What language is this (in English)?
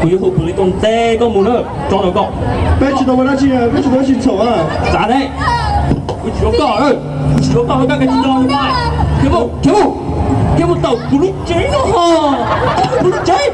Hmong